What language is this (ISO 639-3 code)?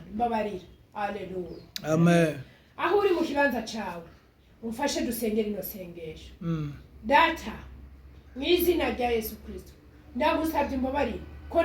run